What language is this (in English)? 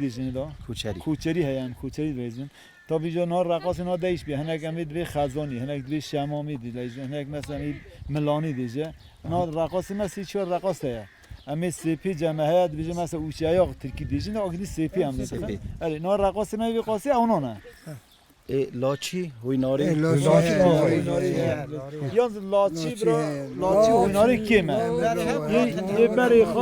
Kurdish